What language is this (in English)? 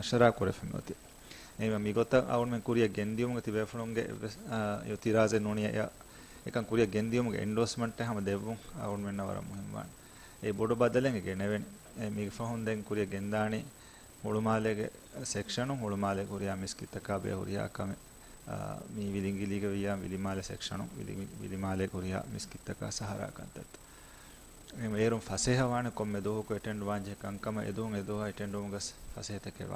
Divehi